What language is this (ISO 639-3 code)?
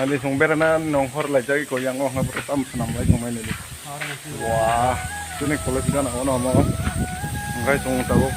trp